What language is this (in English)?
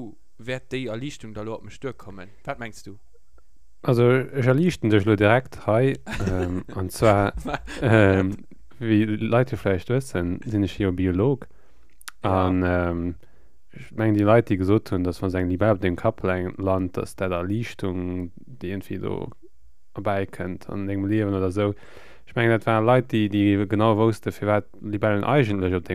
Luxembourgish